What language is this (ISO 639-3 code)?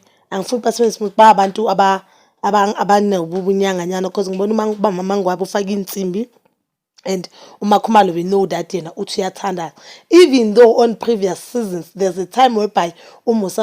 zul